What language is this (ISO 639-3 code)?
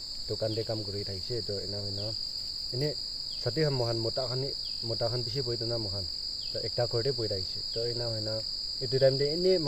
nag